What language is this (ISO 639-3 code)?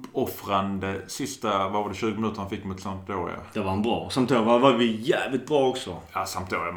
swe